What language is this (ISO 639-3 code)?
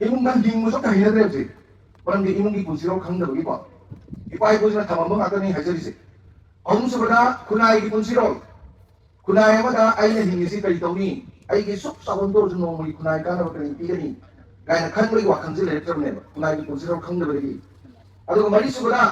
mni